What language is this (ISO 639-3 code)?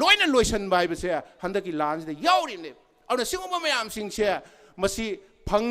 mni